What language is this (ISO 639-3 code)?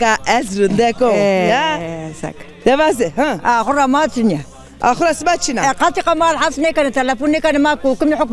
zza